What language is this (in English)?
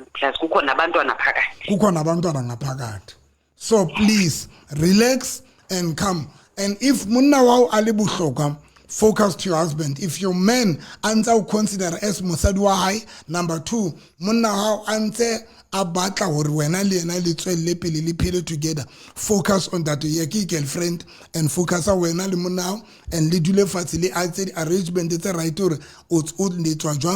Southern Sotho